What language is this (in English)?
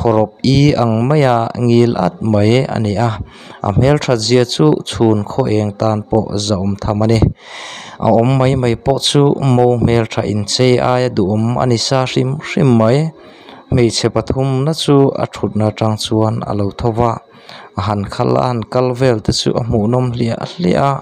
Mizo